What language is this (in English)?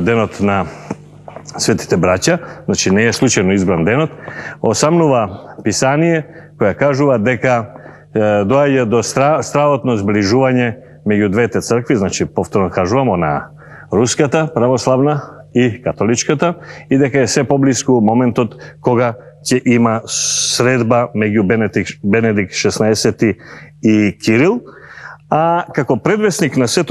Macedonian